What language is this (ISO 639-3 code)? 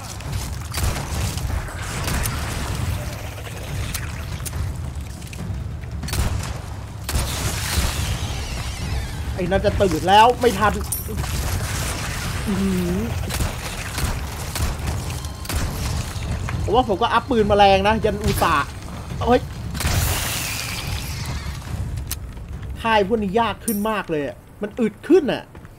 tha